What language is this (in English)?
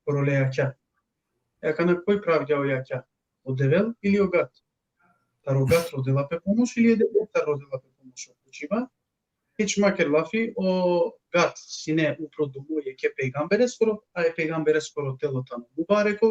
Balkan Romani